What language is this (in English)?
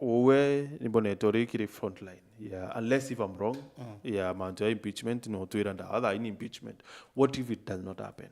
Meru